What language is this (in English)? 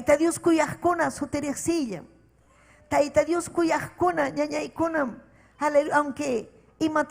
Ayacucho Quechua